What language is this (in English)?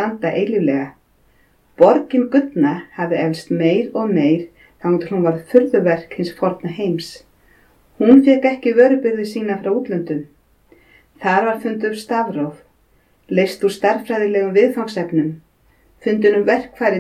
Icelandic